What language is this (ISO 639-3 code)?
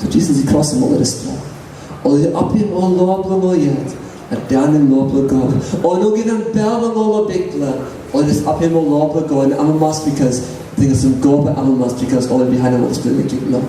tpi